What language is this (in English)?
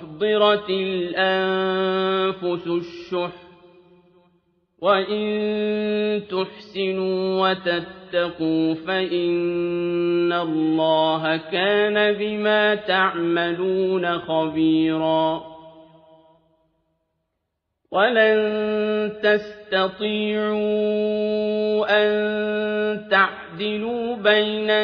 Arabic